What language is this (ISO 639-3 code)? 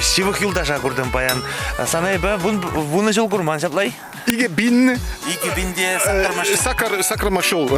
chv